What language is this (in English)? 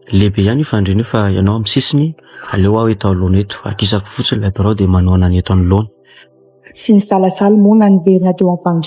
Malagasy